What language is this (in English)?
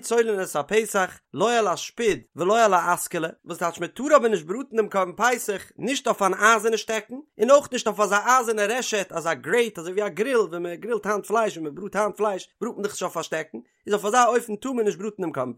Yiddish